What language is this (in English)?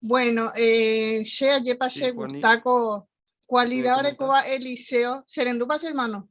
Guarani